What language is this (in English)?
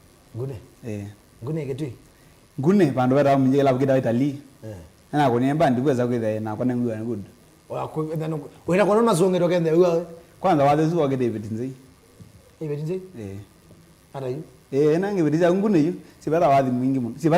Kamba